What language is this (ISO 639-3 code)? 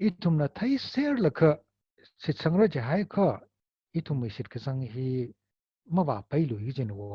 nmf